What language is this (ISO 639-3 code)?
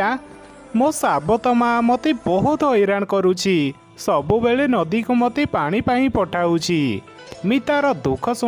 ori